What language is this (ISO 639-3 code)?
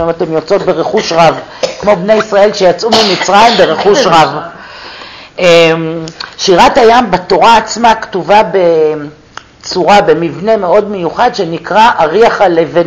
heb